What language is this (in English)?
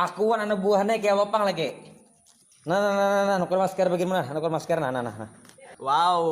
Banjar